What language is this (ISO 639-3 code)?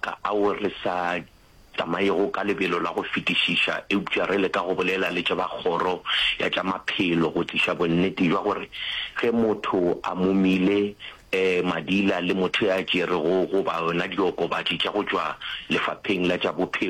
nso